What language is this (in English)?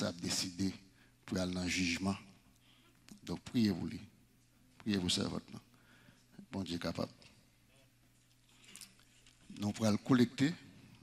French